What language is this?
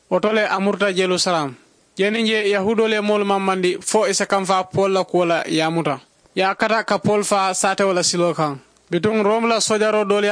Mandingo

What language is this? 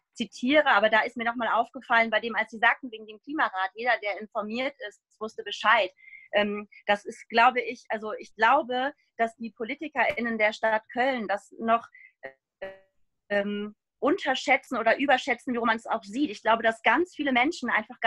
German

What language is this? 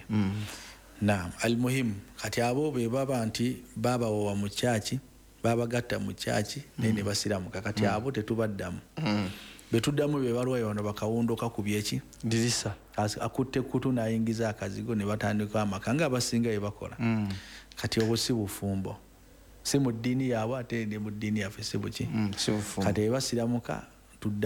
Ganda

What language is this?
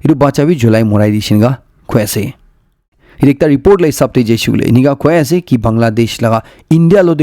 Naga Pidgin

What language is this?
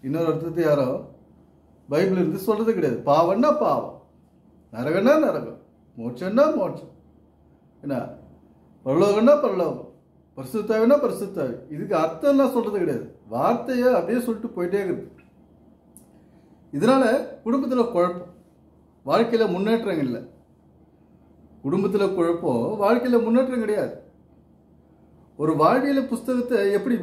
Tamil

